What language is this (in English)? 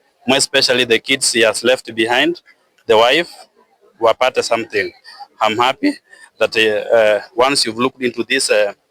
Gusii